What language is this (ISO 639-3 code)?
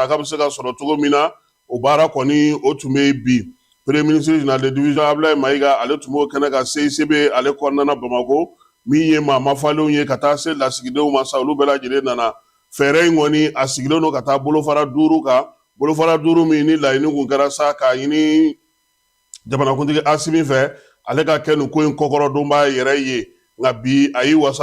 bam